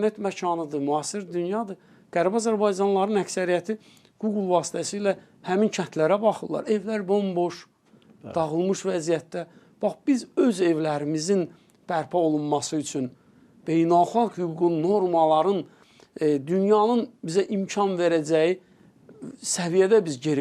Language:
Azerbaijani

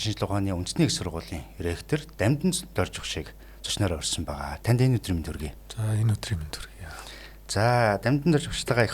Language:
Mongolian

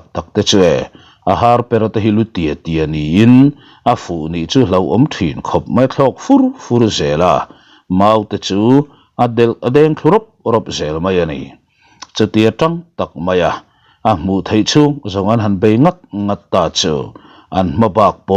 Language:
Mizo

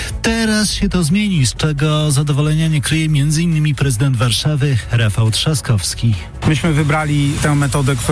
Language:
Polish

